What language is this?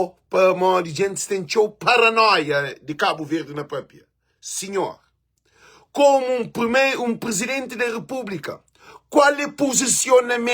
Kabuverdianu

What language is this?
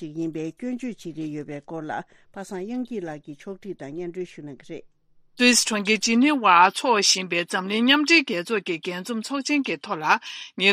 Tibetan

